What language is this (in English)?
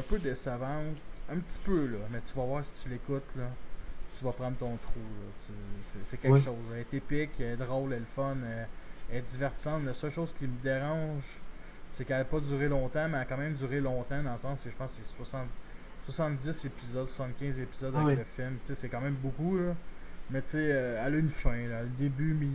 French